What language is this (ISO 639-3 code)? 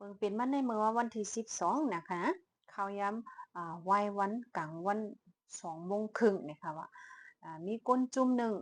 shn